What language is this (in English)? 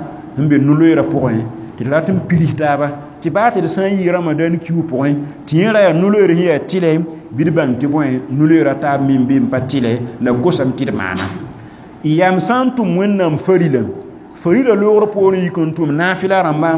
Mossi